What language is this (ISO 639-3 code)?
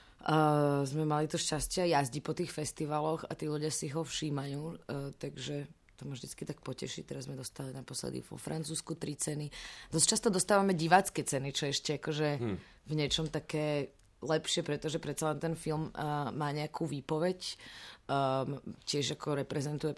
slk